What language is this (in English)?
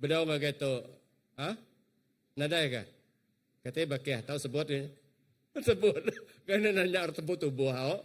Iban